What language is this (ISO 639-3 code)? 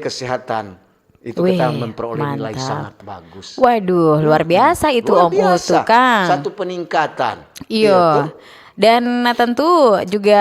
xmm